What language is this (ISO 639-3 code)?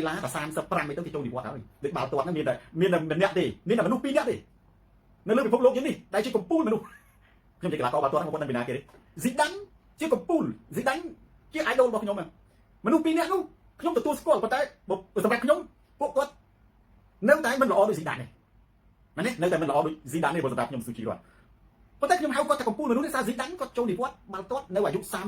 khm